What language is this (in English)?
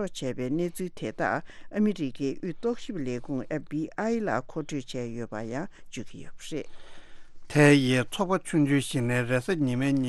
Tibetan